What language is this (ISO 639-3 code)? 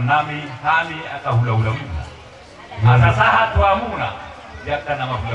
bbc